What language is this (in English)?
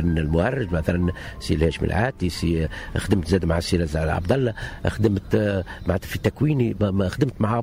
Tunisian Arabic